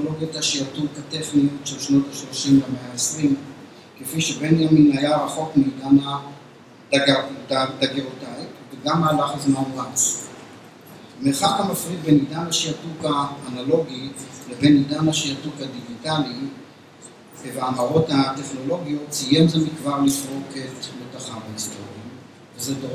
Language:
Hebrew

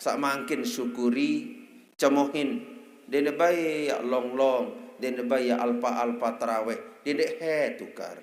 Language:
Sasak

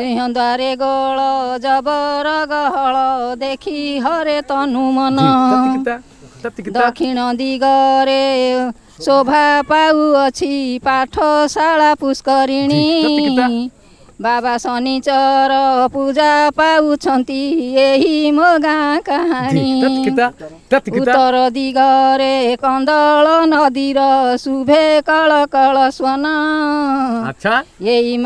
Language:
Odia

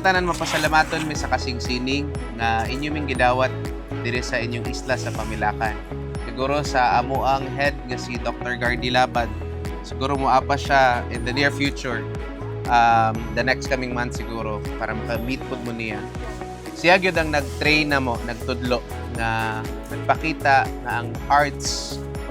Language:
Cebuano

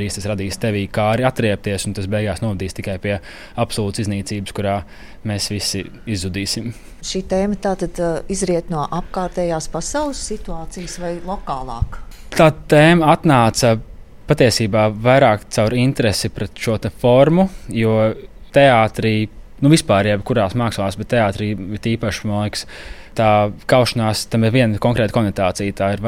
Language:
Latvian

